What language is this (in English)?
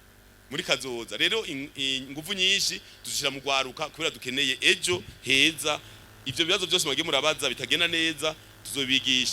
Rundi